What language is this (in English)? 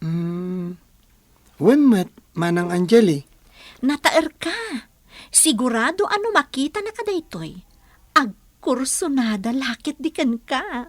Iloko